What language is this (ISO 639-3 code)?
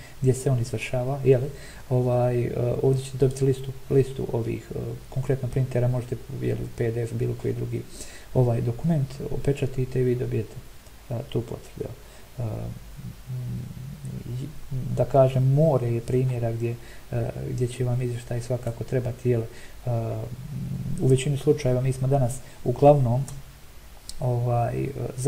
hrv